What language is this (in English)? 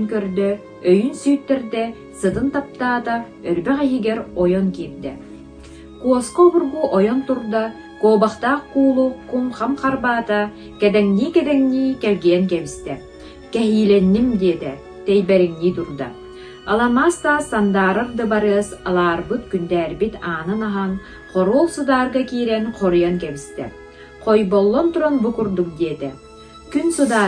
Yakut